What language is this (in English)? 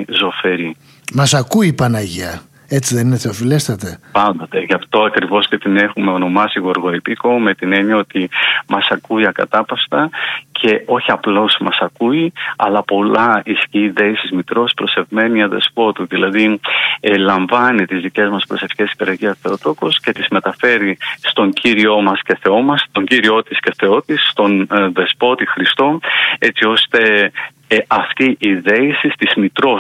Greek